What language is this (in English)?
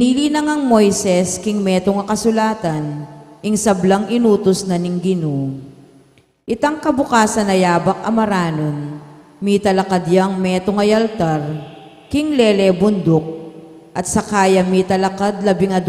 Pampanga